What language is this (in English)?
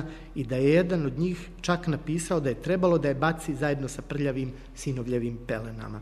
Serbian